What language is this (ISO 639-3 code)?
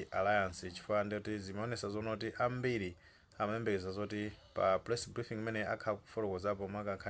nya